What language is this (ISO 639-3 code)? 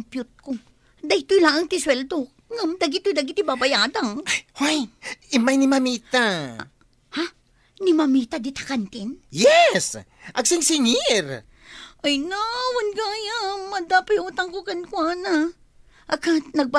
ilo